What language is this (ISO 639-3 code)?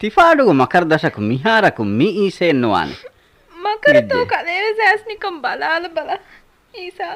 div